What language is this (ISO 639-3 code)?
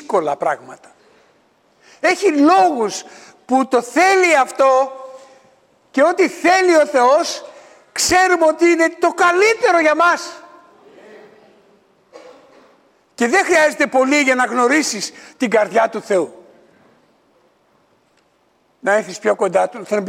ell